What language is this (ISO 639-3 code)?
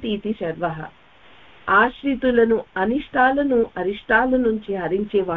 tel